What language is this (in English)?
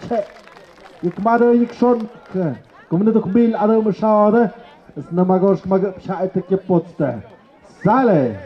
Tlahuitoltepec Mixe